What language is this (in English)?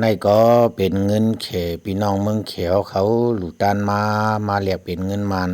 Shan